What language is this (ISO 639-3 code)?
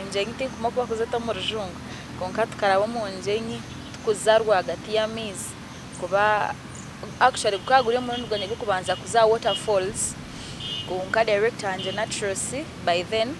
nyn